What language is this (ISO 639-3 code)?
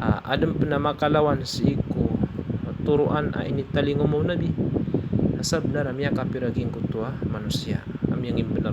mrw